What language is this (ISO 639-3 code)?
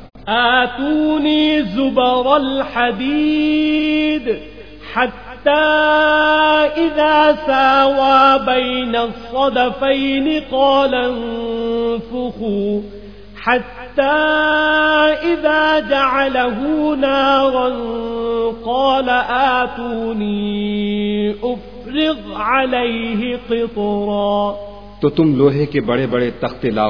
urd